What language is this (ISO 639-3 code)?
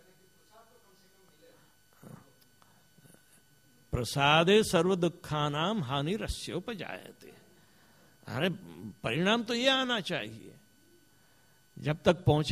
hin